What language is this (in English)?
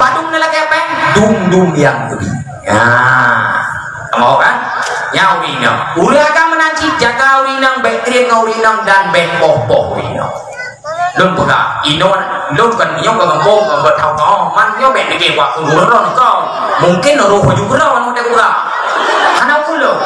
Achinese